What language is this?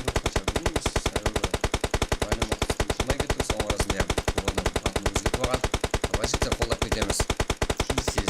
Kara-Kalpak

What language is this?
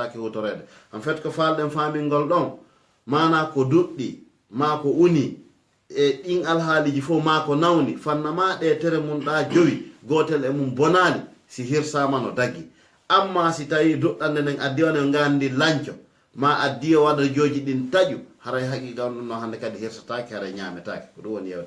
Fula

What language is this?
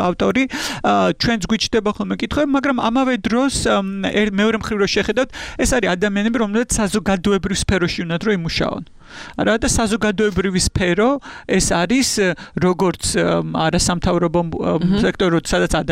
Georgian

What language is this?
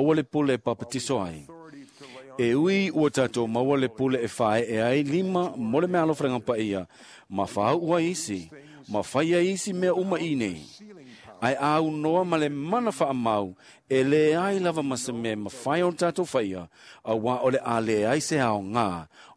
Samoan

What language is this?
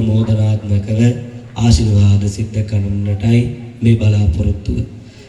Sinhala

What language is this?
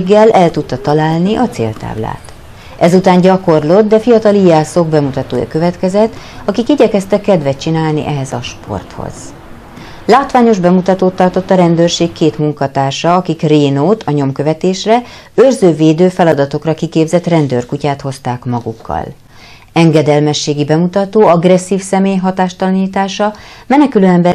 Hungarian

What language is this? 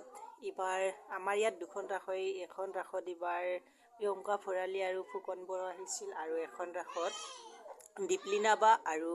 Assamese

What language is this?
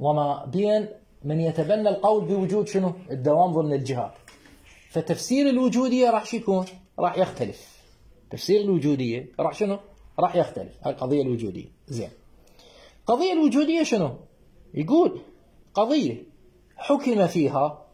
Mesopotamian Arabic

